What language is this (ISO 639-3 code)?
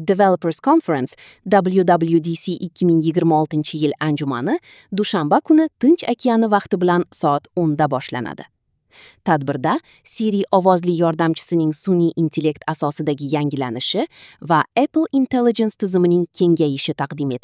uzb